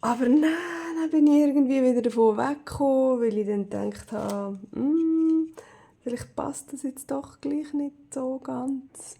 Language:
Swiss German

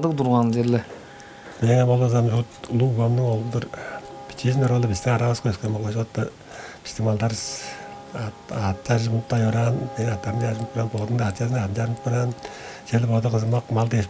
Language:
Tuvinian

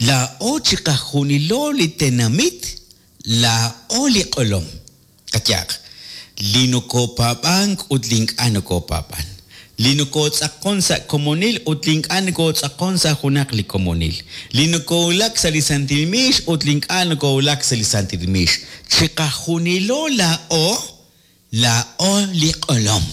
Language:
Kekchí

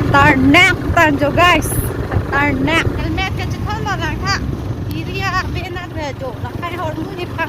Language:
Karbi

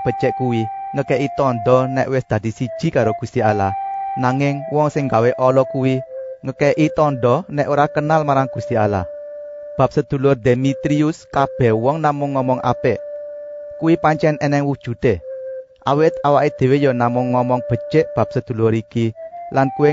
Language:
Javanese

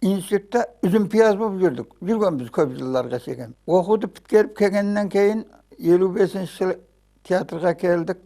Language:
Kara-Kalpak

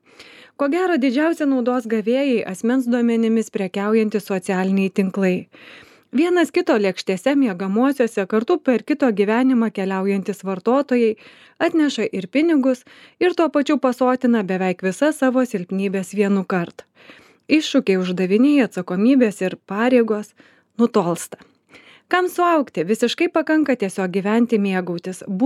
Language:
Lithuanian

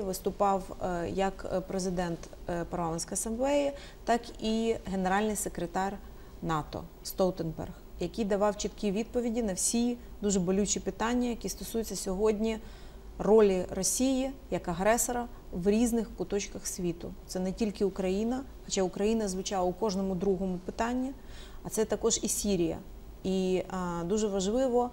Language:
Ukrainian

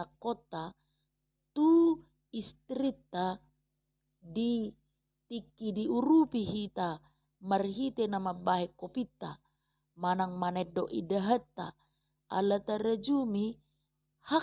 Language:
Batak Toba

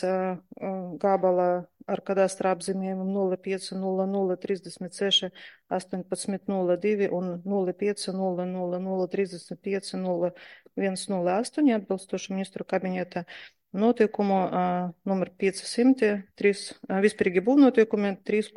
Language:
Latvian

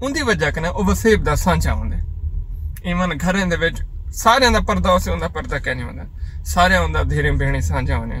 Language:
Saraiki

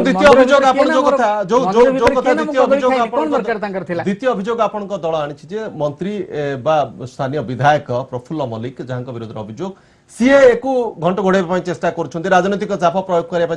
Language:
Odia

